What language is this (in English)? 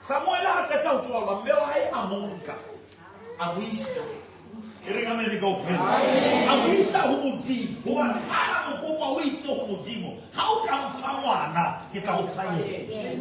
Southern Sotho